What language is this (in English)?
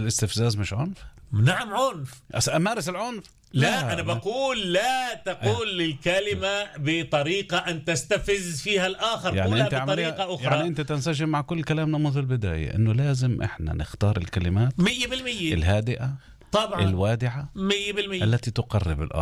North Levantine Arabic